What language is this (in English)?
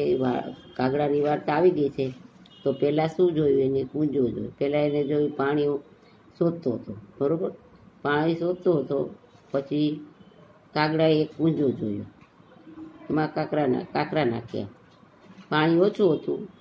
Gujarati